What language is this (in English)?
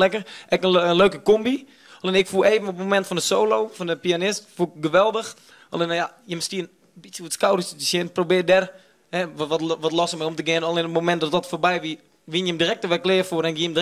Western Frisian